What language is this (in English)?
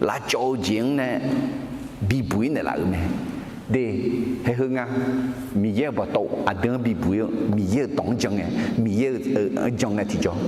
Akha